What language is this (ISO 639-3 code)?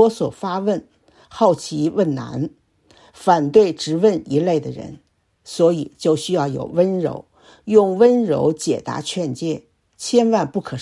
zho